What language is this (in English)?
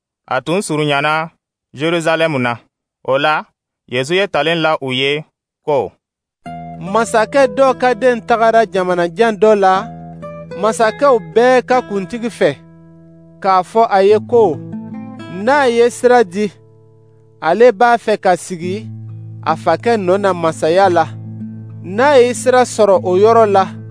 Dyula